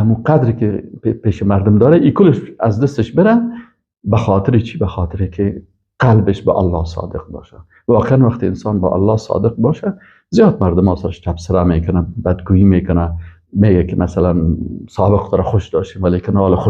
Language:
Persian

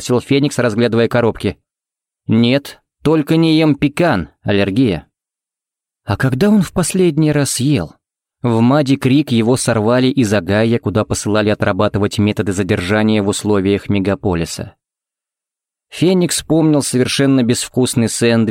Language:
Russian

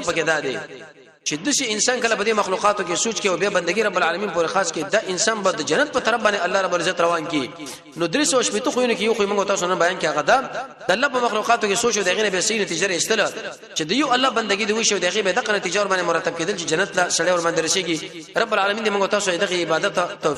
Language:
Pashto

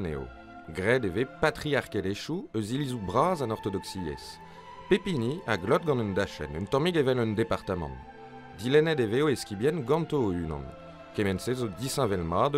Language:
Breton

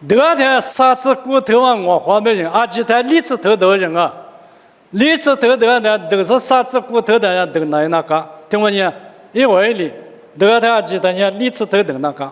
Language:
Lisu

